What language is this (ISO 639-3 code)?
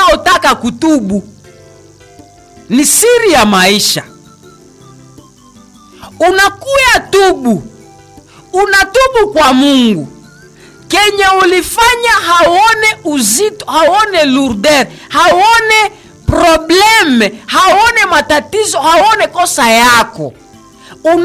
swa